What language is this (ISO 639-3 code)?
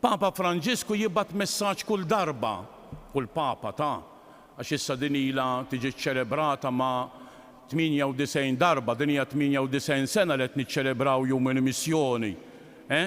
mlt